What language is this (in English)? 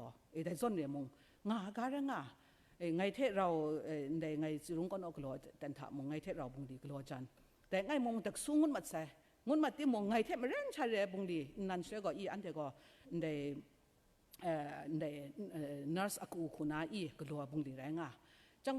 Kachin